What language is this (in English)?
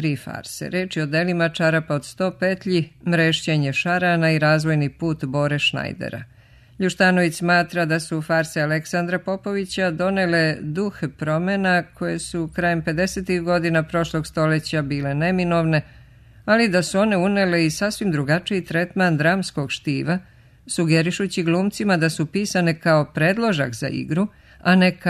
Serbian